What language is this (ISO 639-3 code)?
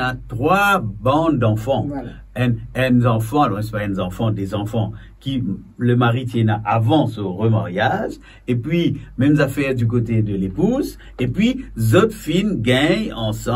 mfe